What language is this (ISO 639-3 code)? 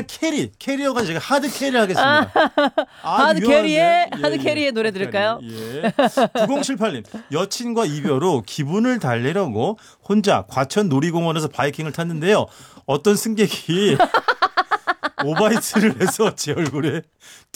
kor